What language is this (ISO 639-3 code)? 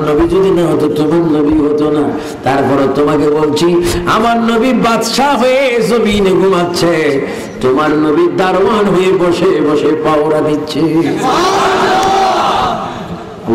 ben